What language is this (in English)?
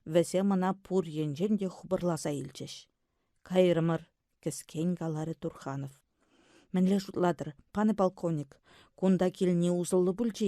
Chuvash